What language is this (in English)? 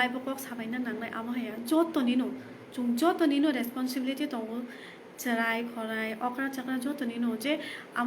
Kok Borok